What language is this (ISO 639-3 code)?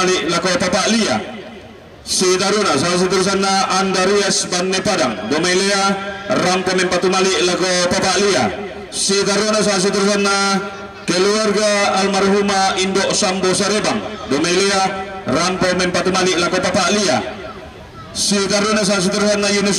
sda